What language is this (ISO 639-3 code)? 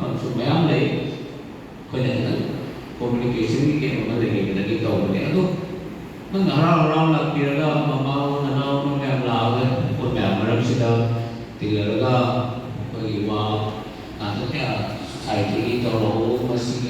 mni